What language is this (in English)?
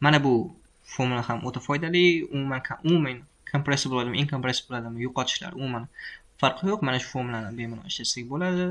Uzbek